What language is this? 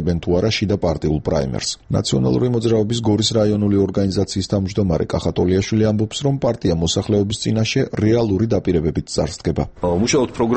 Georgian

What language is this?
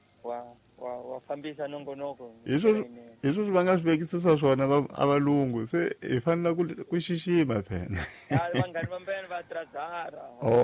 Tsonga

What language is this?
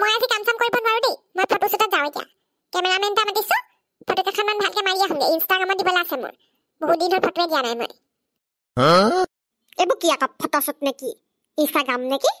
Assamese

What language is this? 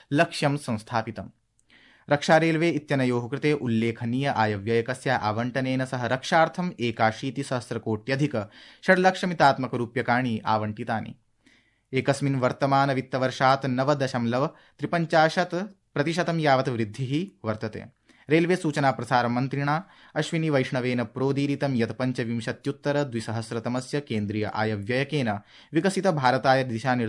Sanskrit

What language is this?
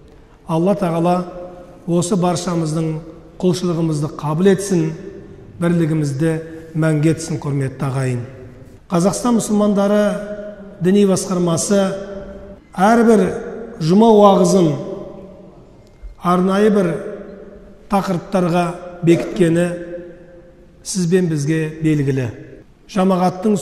Kazakh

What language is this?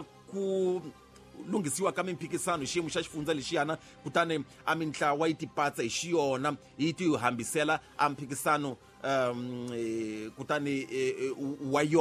Tsonga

